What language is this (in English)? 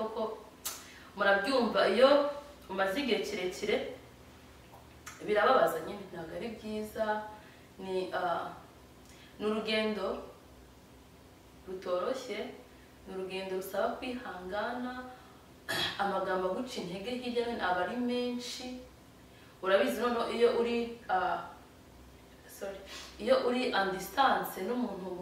Kinyarwanda